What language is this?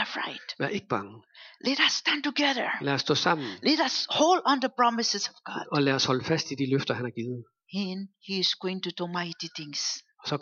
Danish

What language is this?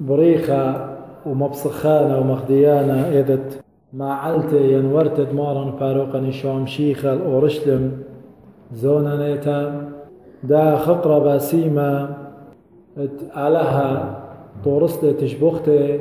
Assyrian Neo-Aramaic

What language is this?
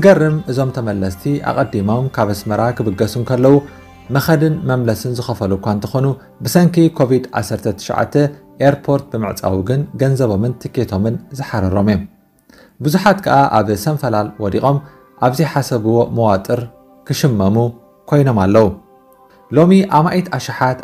Tigrinya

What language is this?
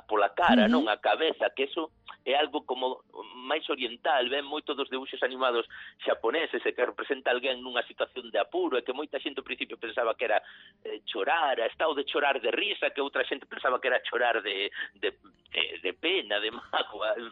Galician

